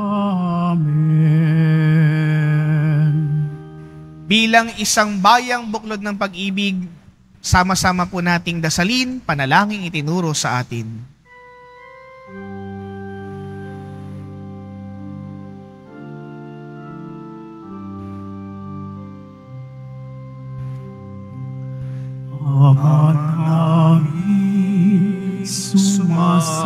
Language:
Filipino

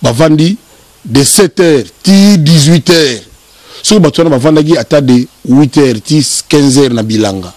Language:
Lingala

